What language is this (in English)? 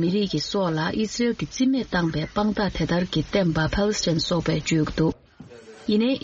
Tibetan